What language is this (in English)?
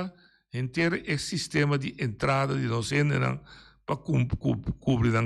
Papiamento